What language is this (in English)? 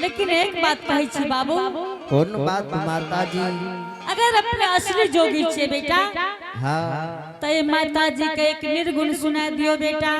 Angika